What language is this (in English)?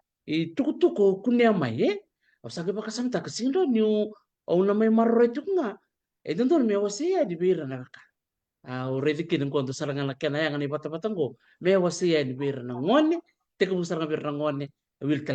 Fijian